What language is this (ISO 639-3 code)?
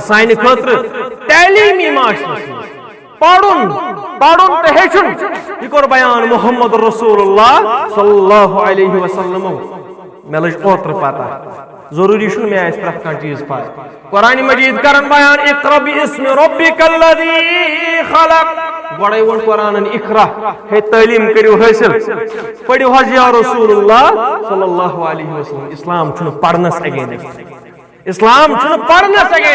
kas